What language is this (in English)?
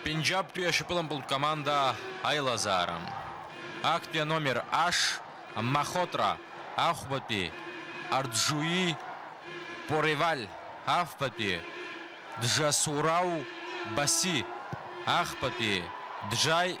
Abkhazian